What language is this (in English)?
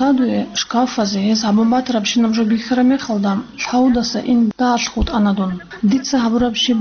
Avaric